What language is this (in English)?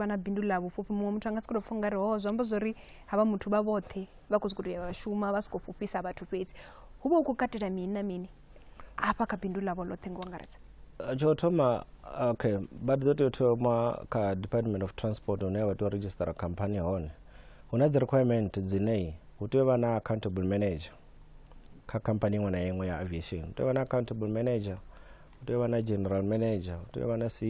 Venda